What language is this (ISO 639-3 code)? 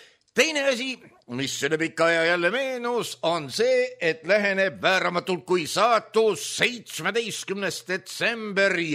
est